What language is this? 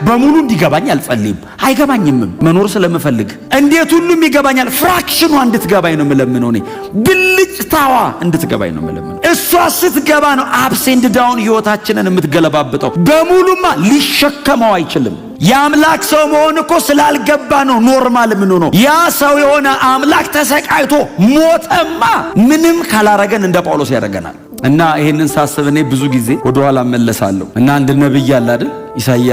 Amharic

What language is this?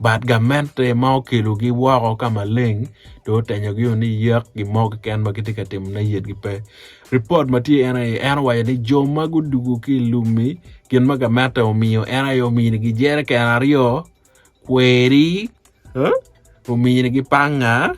Acoli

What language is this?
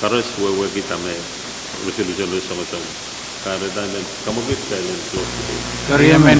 Pohnpeian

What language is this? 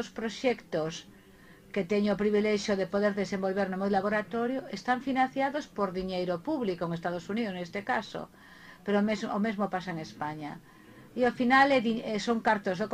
Galician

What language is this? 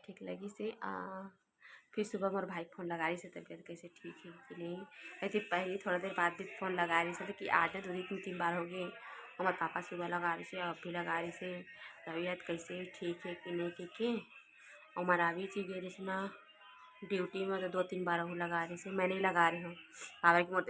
Chhattisgarhi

